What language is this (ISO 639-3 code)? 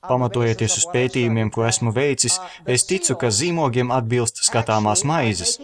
lav